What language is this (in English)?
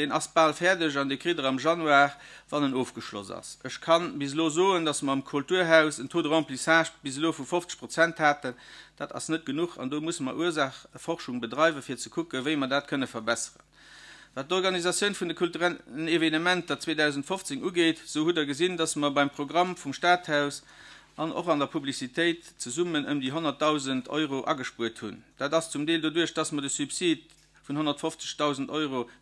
Luxembourgish